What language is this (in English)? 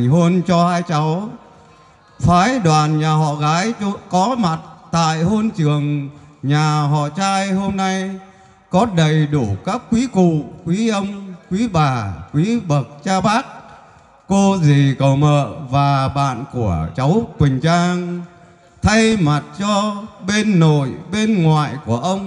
Vietnamese